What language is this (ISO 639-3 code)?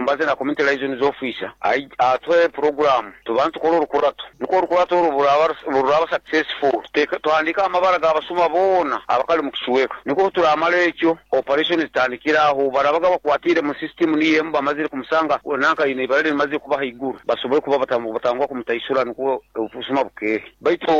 nyo